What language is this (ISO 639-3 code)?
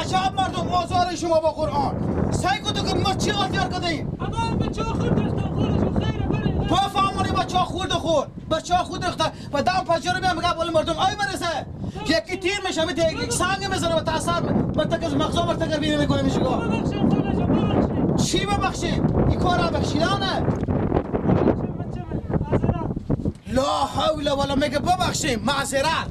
fas